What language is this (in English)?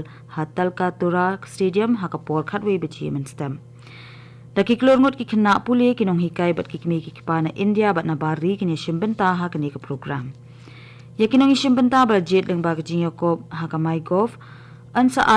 Khasi